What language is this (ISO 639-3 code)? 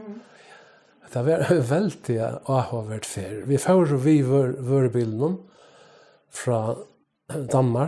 fao